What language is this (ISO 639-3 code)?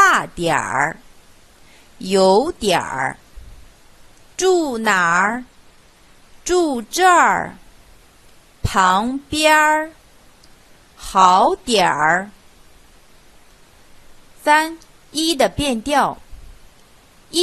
zho